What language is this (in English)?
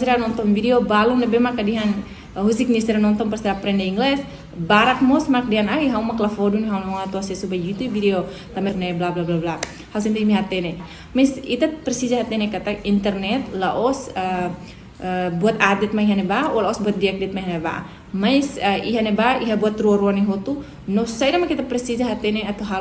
Tetum